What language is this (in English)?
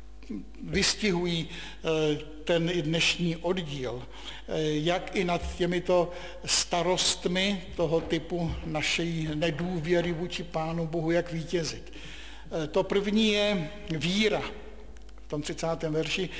Czech